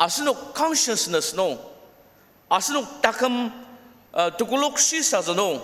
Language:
Ao Naga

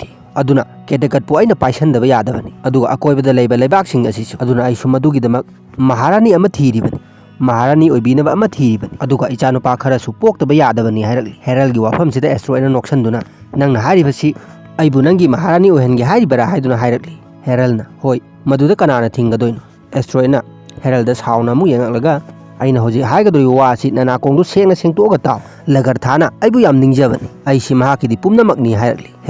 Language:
Manipuri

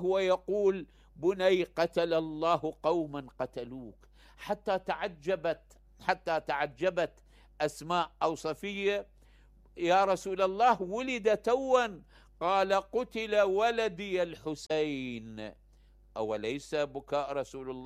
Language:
Mesopotamian Arabic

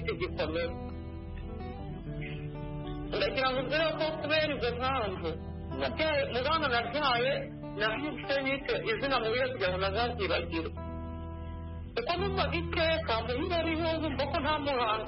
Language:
Kinyarwanda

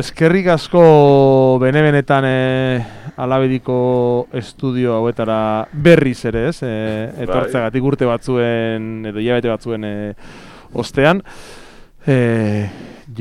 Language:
Basque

